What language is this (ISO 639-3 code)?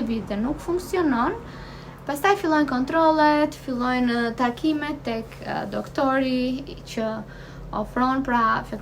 sqi